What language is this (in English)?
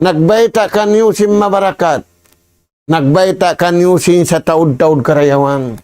Tausug